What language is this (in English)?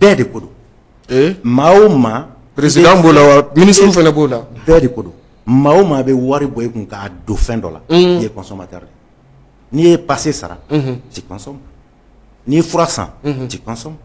Bambara